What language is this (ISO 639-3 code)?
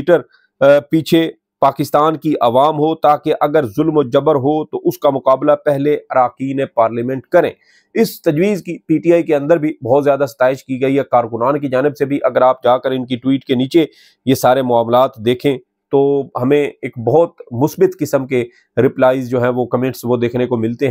urd